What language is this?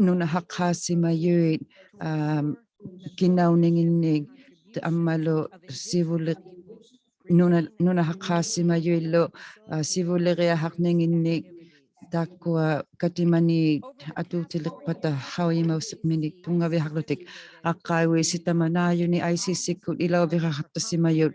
Inuktitut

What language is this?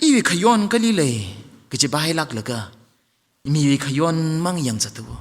Tangkhul Naga (India)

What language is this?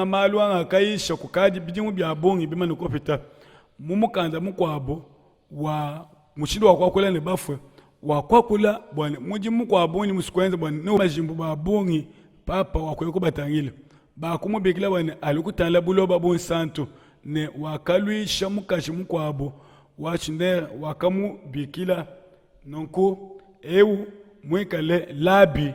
Luba-Lulua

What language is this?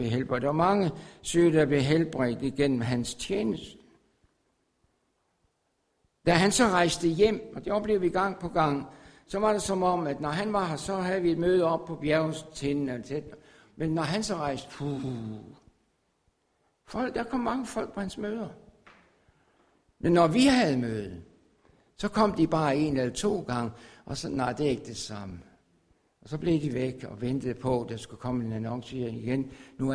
Danish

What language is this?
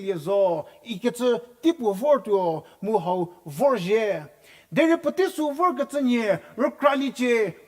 Angami Naga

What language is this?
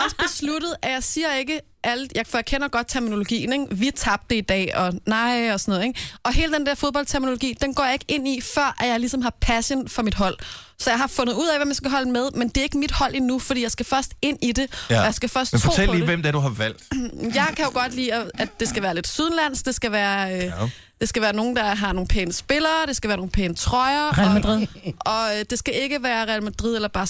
Danish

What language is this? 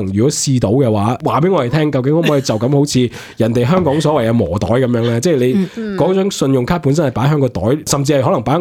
Cantonese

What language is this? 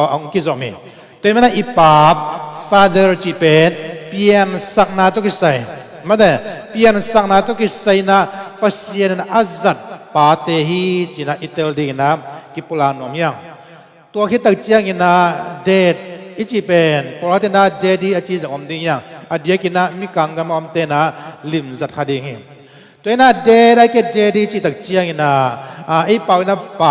Tedim Chin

